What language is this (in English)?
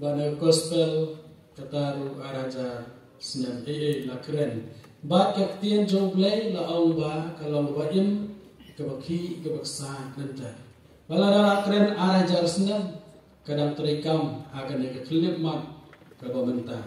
Khasi